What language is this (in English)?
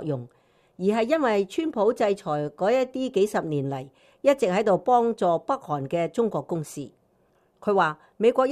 Cantonese